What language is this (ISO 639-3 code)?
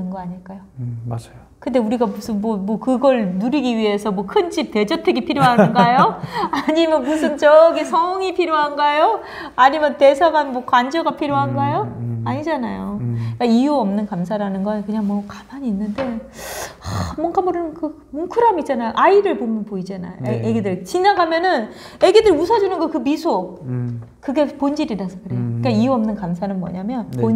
kor